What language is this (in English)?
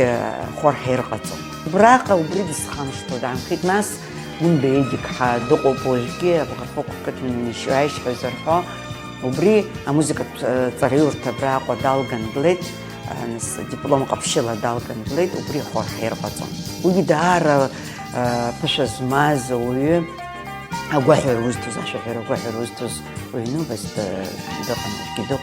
Abkhazian